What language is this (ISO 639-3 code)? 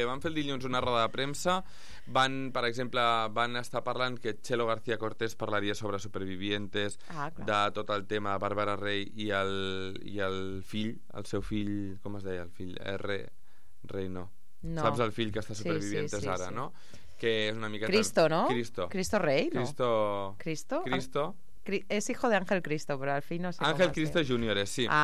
cat